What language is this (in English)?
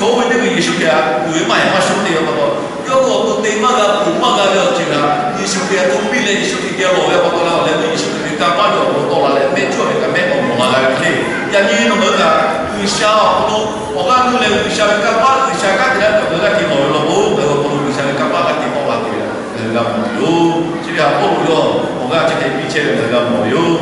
Lahu